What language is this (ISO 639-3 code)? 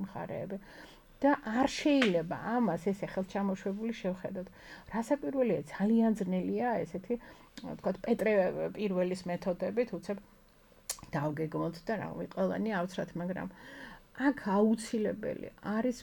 kat